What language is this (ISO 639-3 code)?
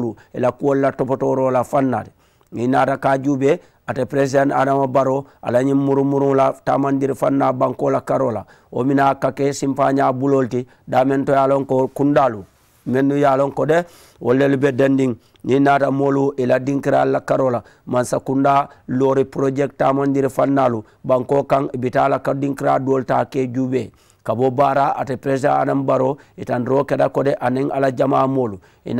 man